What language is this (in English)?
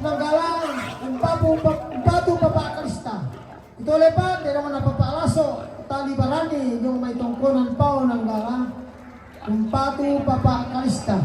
Toraja-Sa'dan